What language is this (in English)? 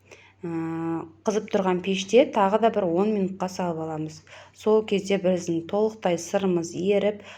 Kazakh